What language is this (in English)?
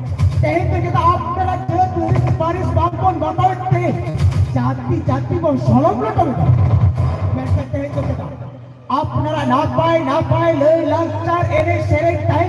Santali